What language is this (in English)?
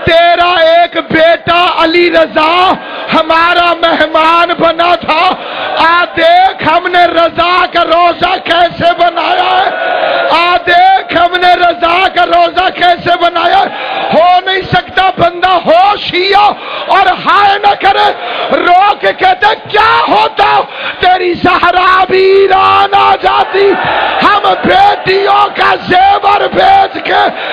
Urdu